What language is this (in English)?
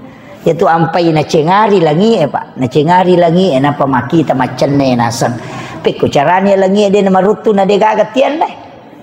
Buginese